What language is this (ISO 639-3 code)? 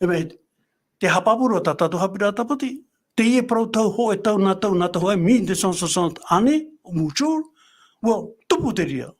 tah